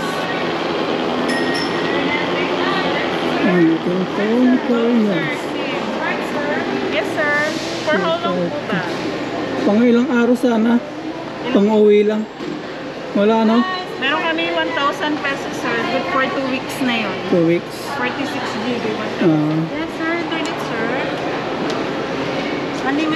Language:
Filipino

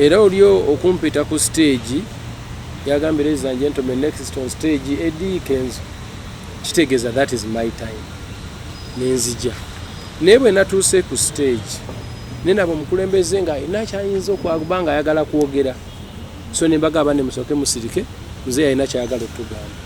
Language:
Ganda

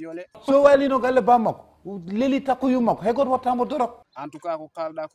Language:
Fula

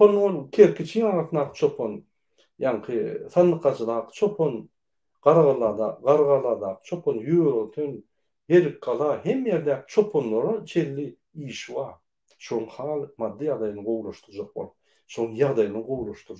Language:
Turkmen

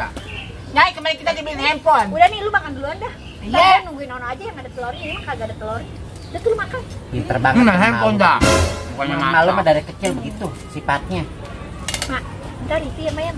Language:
Betawi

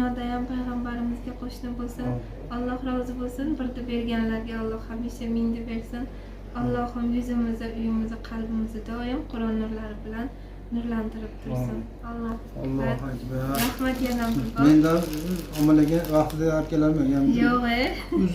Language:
Uzbek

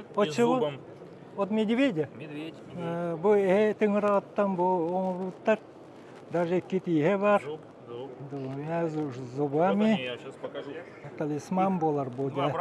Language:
Yakut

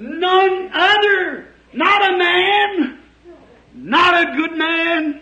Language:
Tswana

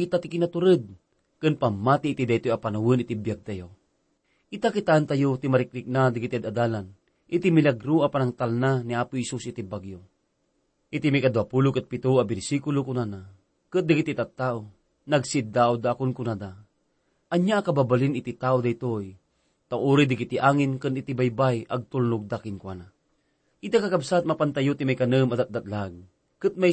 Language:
Iloko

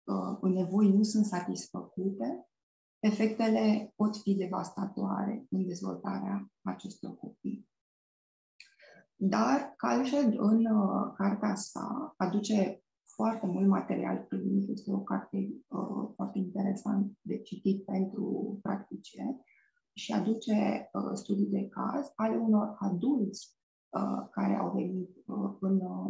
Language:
Romanian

